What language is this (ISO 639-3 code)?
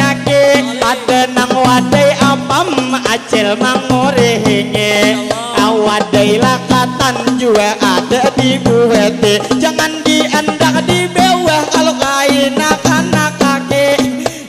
bjn